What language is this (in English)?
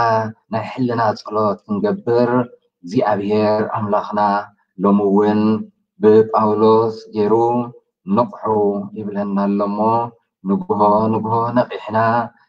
Tigrinya